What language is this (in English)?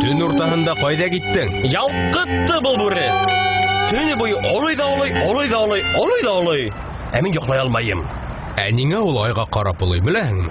Bashkir